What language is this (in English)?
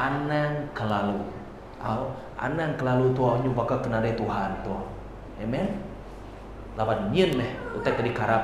Iban